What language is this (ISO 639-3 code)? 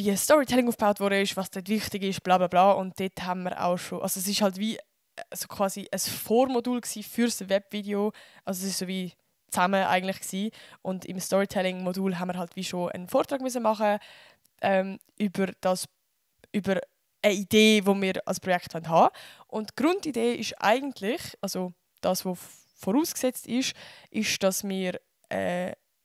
gsw